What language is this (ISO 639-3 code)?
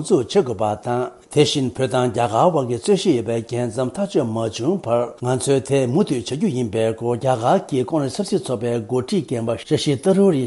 bod